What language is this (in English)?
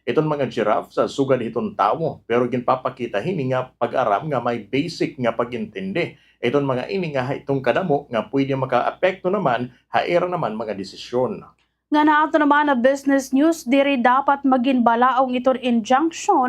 Waray